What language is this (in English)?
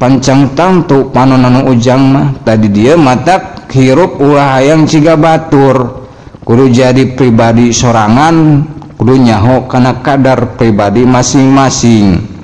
Sundanese